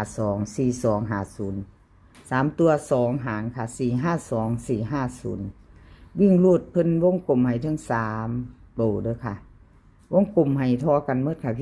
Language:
Northeastern Thai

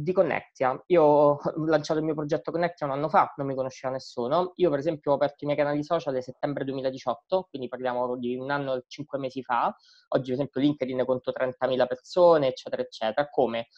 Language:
Italian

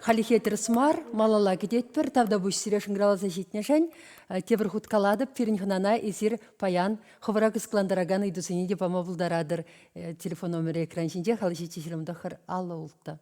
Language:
Chuvash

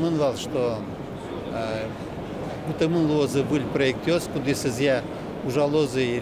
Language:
Udmurt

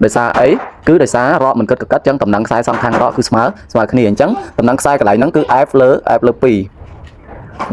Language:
Khmer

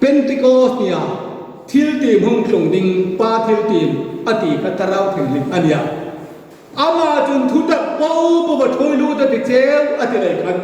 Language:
Hmar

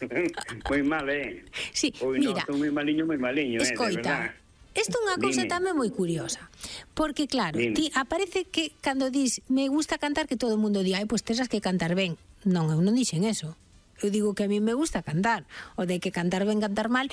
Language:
Galician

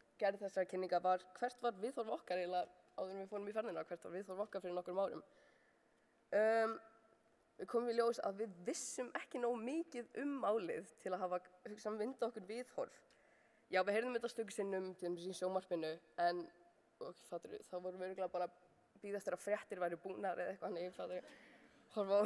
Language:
Icelandic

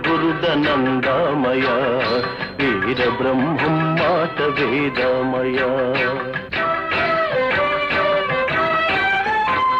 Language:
Telugu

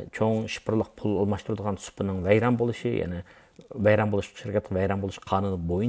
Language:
Uyghur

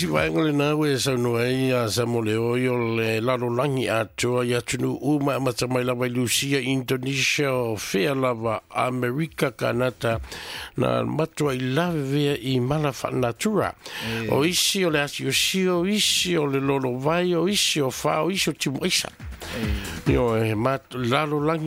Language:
Samoan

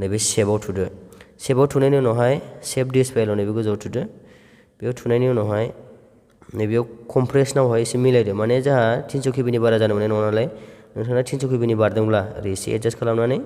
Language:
Bodo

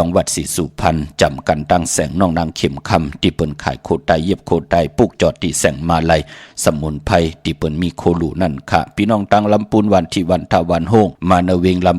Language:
Shan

